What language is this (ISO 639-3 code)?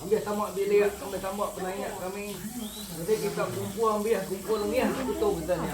iba